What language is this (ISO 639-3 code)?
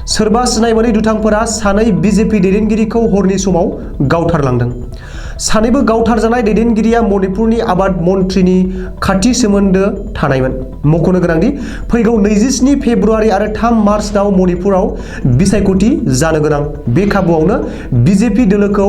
brx